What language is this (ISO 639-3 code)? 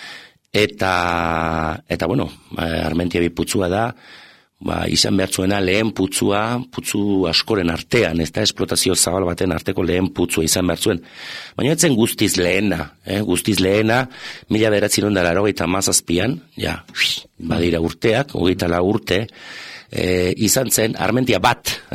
eus